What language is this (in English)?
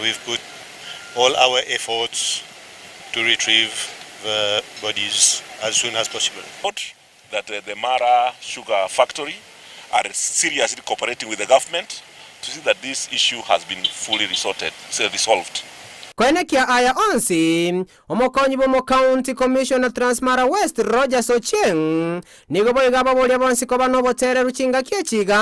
Gusii